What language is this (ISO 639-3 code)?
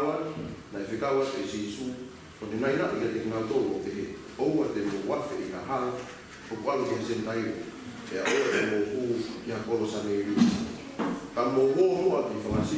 ton